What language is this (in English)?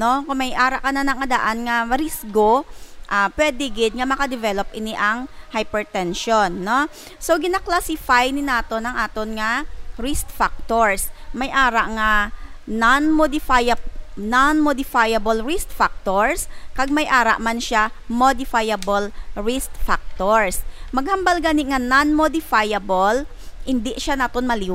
Hiligaynon